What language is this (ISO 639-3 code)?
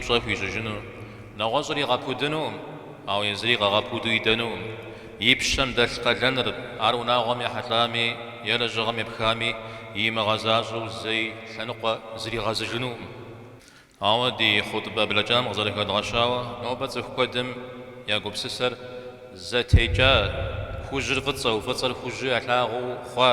kbd